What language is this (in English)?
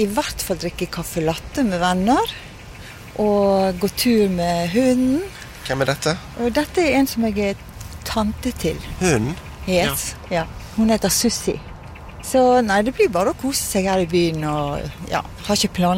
Norwegian